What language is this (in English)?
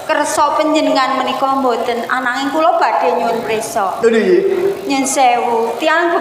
Javanese